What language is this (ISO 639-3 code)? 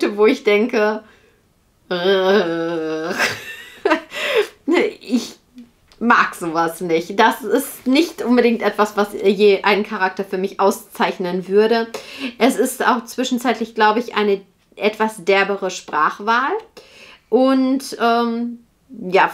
deu